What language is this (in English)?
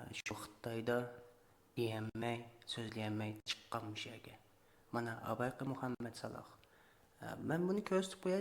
Uyghur